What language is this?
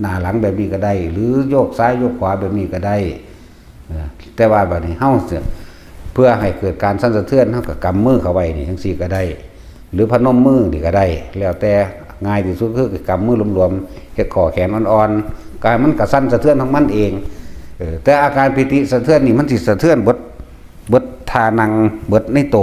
Northeastern Thai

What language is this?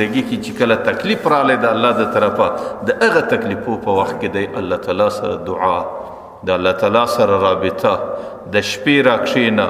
Pashto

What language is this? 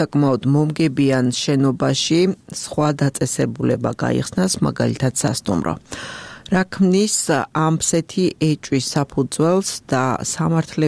Georgian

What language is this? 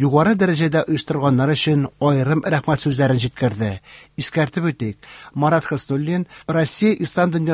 Tatar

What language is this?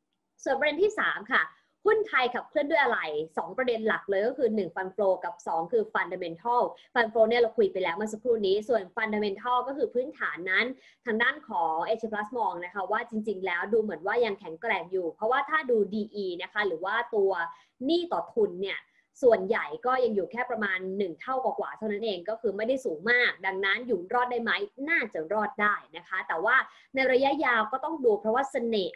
Thai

